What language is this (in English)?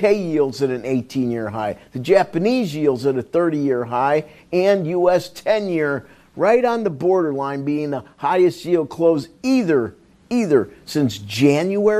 English